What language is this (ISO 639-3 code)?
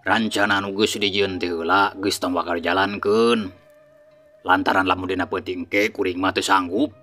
sun